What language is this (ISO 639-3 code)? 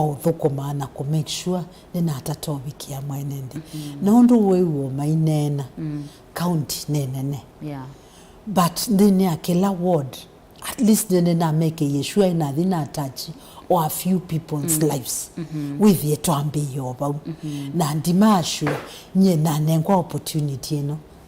kam